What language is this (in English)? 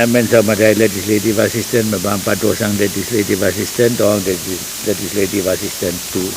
Pohnpeian